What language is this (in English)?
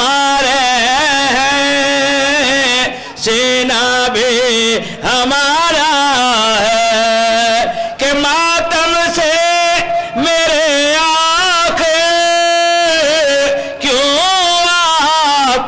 Urdu